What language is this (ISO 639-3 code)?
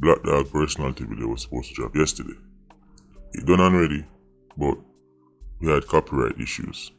jam